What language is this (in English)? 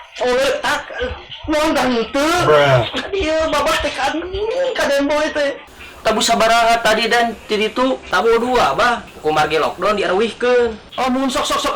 Sundanese